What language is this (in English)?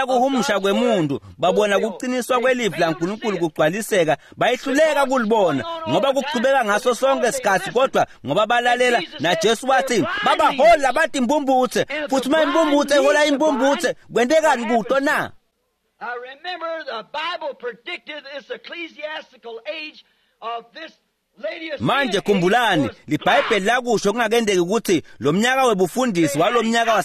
Swati